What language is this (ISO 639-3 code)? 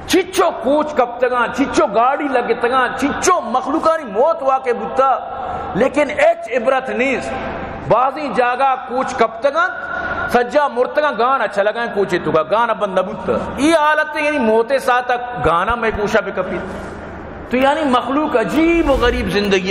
bal